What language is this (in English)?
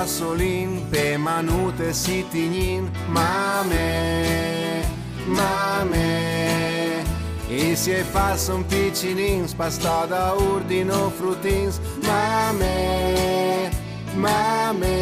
Friulian